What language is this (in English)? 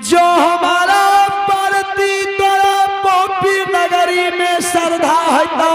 Angika